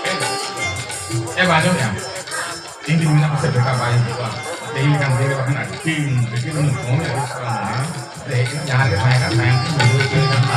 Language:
Santali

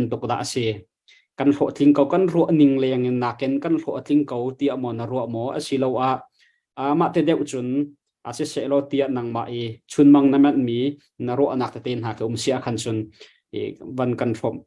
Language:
Hakha Chin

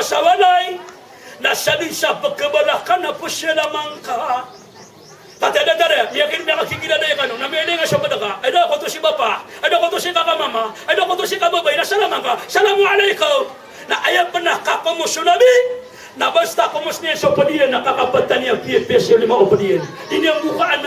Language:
Maranao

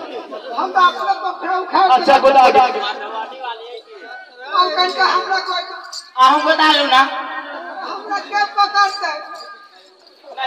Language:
Bhojpuri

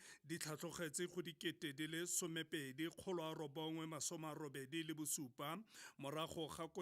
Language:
Tswana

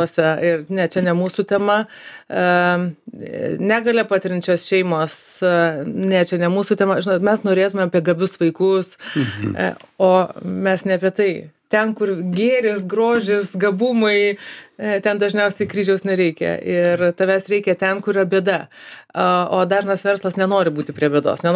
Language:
Lithuanian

